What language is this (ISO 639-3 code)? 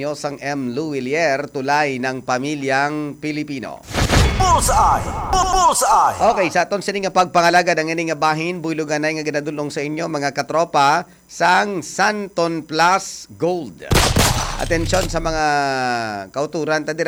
hil